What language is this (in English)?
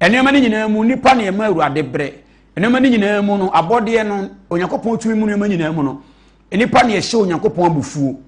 Akan